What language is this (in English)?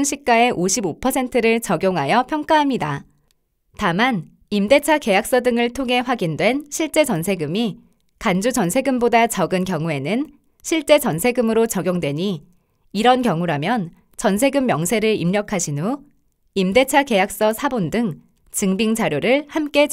Korean